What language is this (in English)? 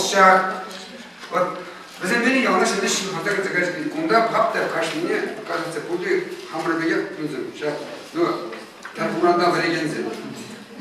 Chuvash